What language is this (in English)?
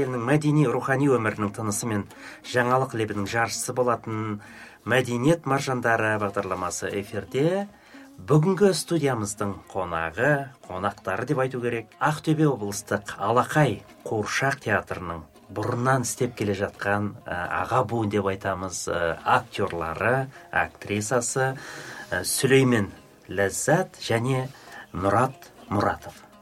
Kazakh